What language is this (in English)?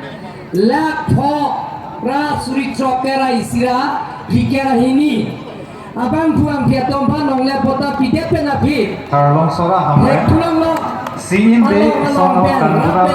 Karbi